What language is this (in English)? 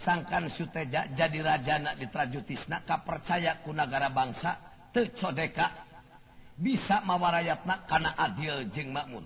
Sundanese